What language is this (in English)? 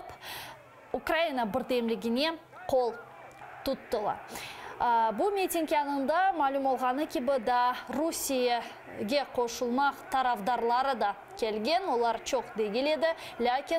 Crimean Tatar